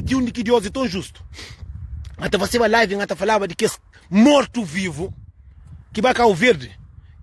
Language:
Kabuverdianu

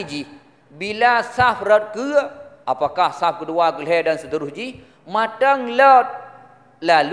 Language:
Achinese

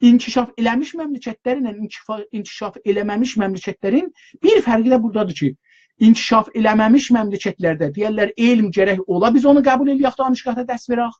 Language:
South Azerbaijani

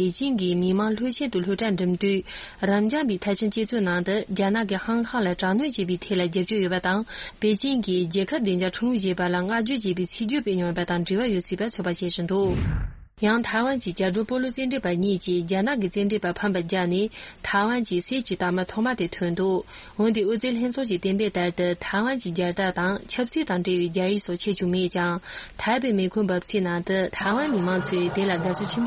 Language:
Tibetan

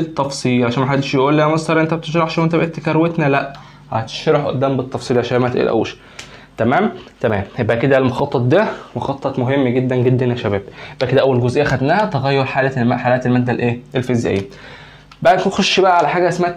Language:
Egyptian Arabic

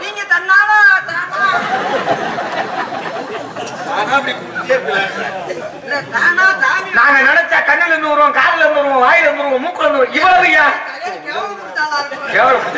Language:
Tamil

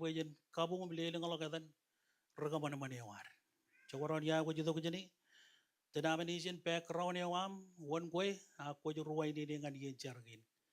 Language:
Marshallese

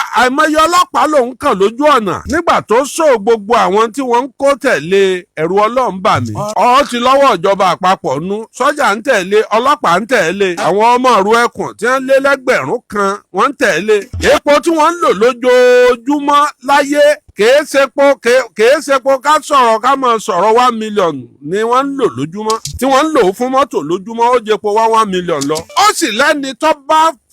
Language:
Yoruba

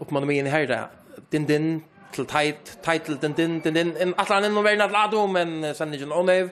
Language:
Faroese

